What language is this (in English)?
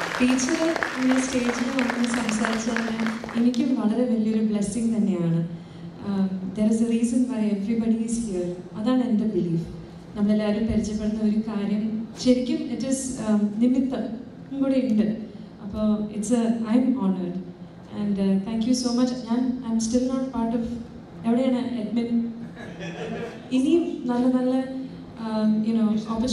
Malayalam